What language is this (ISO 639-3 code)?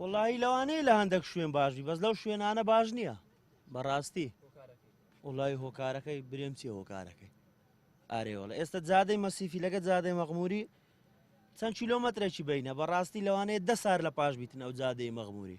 ckb